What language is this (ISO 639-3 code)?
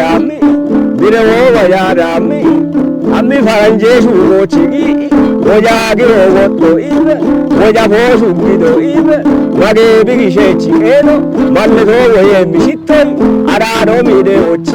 kbr